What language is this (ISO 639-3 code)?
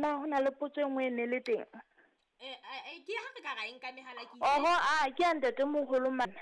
sot